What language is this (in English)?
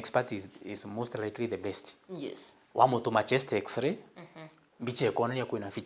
Meru